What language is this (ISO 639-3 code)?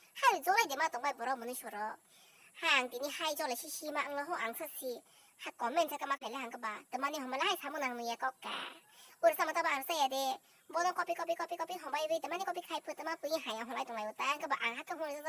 trp